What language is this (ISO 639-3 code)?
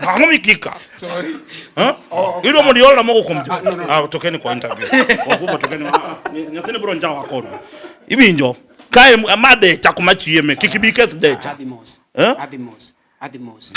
luo